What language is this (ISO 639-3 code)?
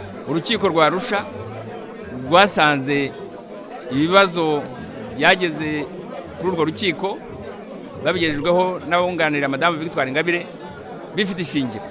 kin